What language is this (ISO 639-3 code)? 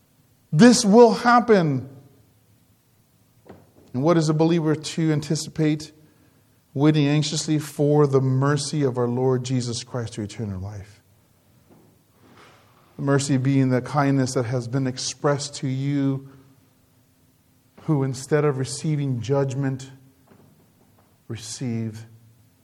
eng